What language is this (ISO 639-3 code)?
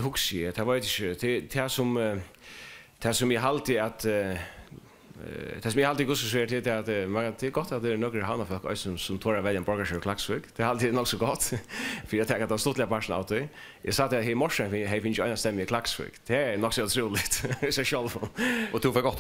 fao